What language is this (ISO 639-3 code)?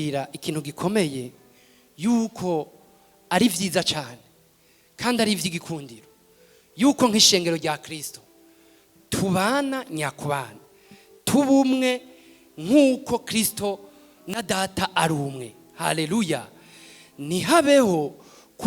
run